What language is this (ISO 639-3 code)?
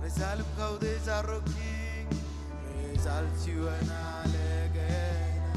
mah